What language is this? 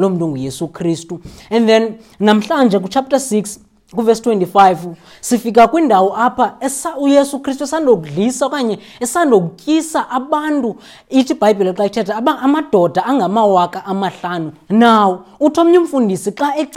Xhosa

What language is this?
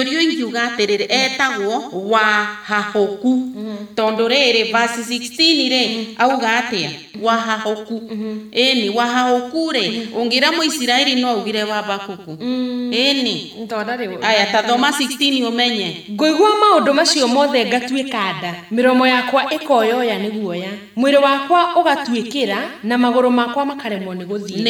Kikuyu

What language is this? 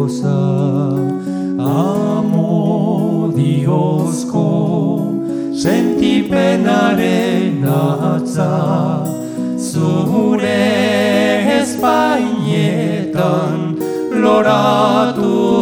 Basque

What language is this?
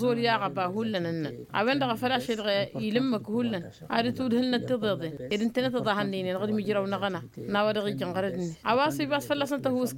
Tamasheq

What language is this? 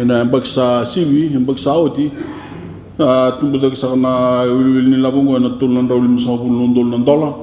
Fijian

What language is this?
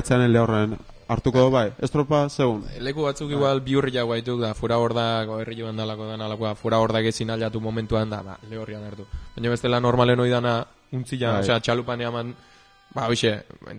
Basque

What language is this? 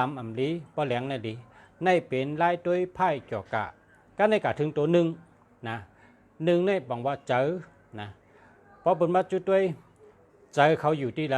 Shan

